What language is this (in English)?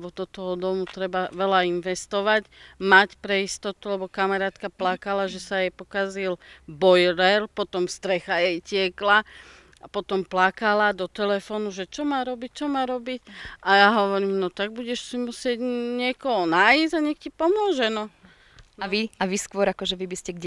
Slovak